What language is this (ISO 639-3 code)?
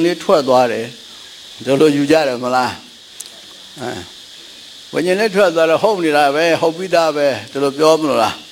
mya